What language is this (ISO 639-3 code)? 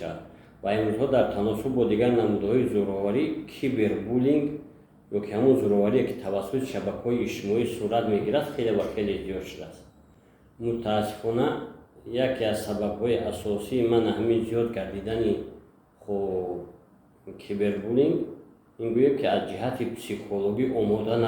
tgk